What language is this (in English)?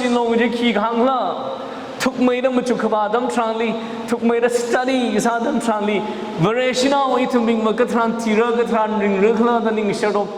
Tangkhul Naga (India)